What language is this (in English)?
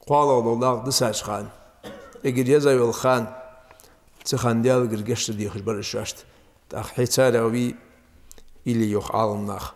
Ingush